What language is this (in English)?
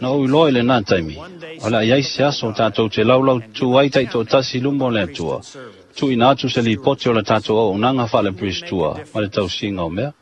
Samoan